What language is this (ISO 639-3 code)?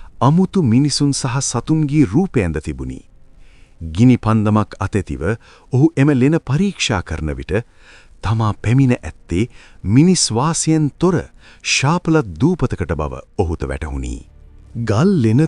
sin